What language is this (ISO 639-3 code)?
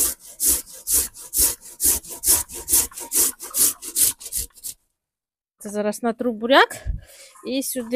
ukr